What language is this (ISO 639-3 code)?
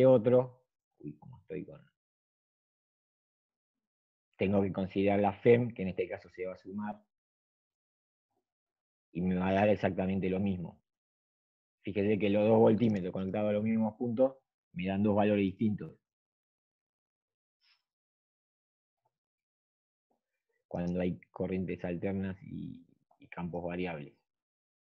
spa